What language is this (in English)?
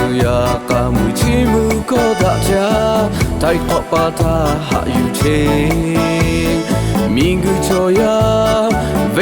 Lahu